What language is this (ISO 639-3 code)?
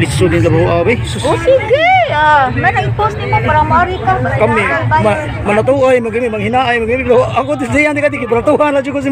ceb